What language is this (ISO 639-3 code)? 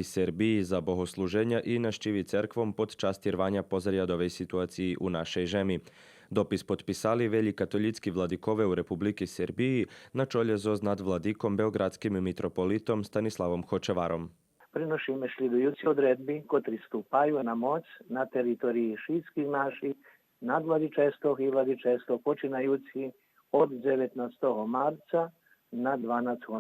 rue